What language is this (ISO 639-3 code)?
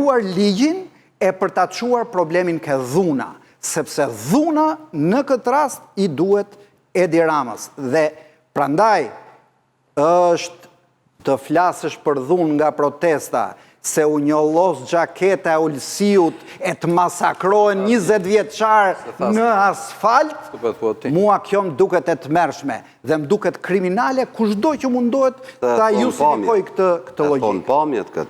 sqi